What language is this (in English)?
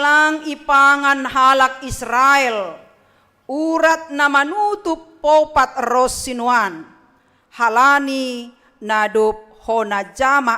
Batak Simalungun